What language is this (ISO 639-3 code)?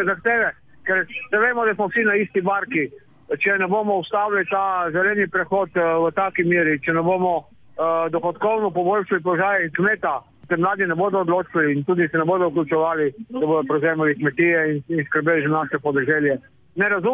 slv